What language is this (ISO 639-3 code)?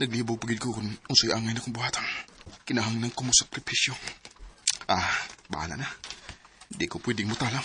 ceb